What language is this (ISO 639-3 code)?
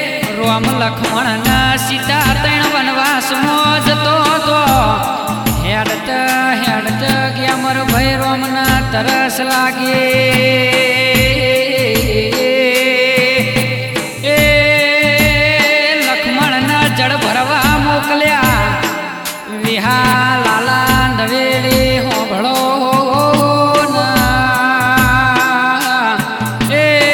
guj